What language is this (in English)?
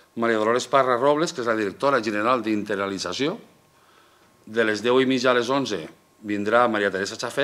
Catalan